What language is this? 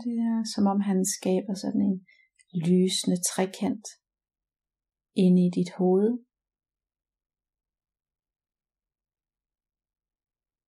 Danish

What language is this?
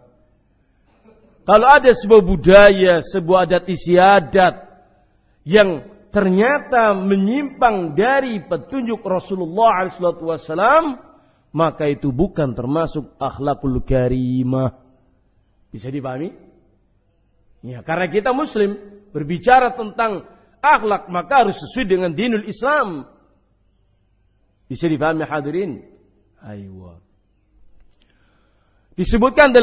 Indonesian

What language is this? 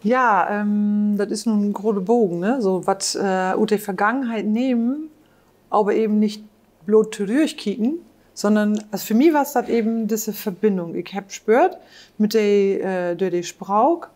Low German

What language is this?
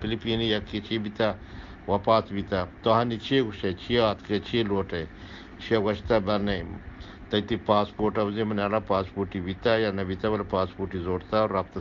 Eastern Balochi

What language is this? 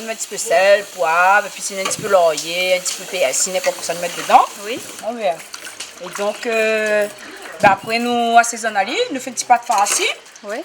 Réunion Creole French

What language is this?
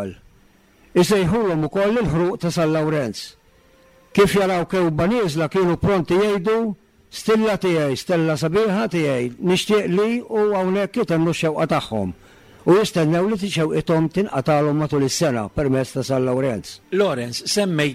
Maltese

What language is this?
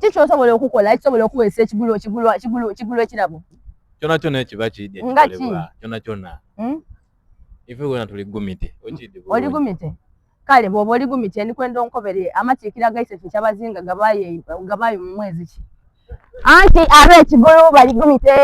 Soga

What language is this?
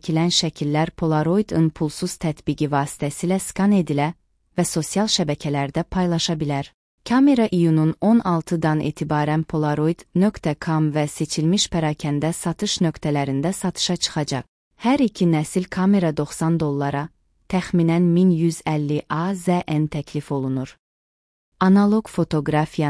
Azerbaijani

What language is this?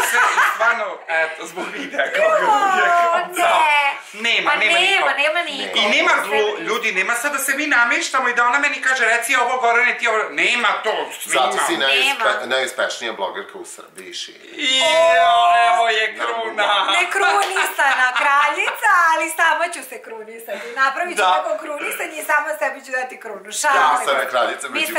Serbian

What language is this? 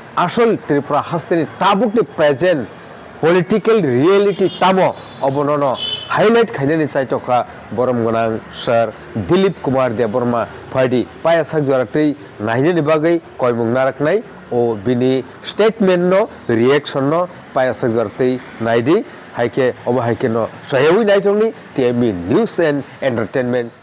Kok Borok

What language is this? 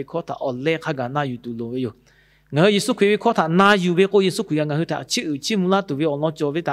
Lahu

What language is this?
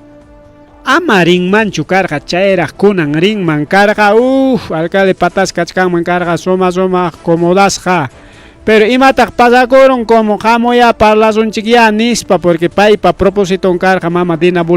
Ayacucho Quechua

